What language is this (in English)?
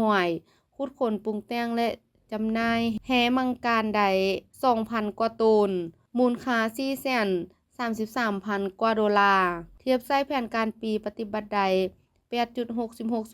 Lao